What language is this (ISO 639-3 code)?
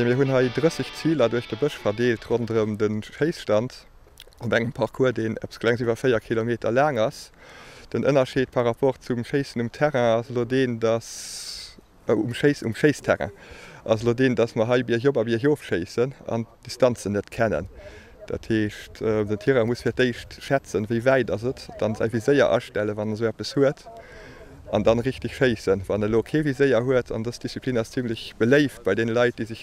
ltz